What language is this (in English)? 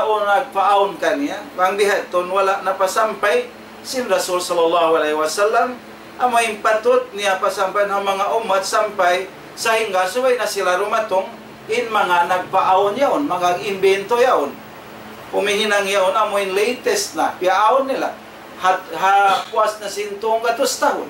Tausug